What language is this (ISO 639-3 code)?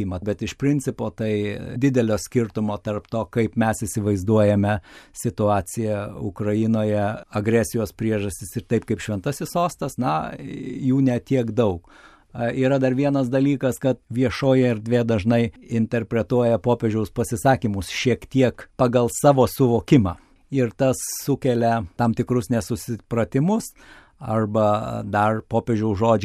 lit